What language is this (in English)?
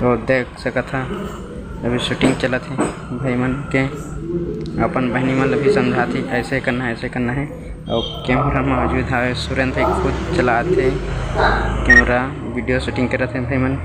Chhattisgarhi